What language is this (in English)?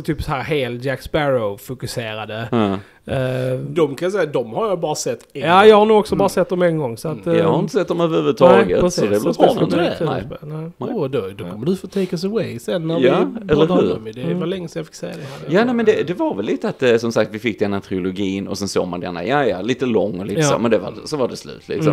Swedish